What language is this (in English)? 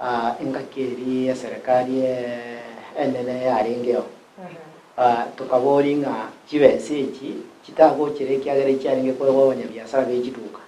Gusii